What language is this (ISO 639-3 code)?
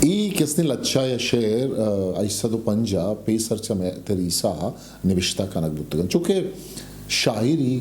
bgp